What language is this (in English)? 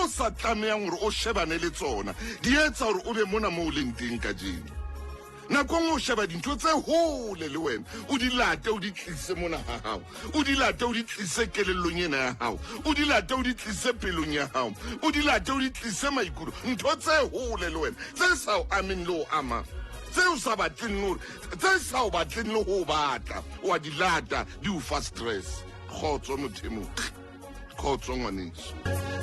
Southern Sotho